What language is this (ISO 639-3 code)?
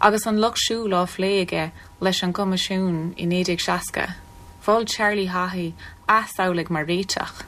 gle